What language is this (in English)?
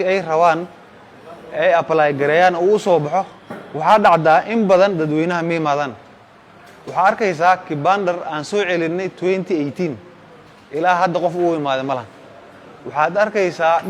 Somali